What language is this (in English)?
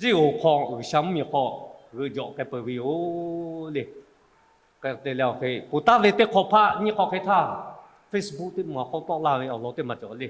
Lahu